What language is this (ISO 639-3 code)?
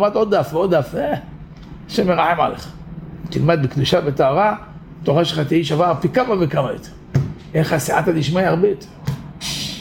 heb